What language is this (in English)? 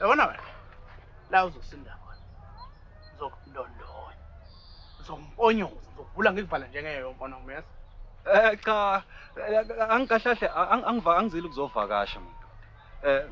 Zulu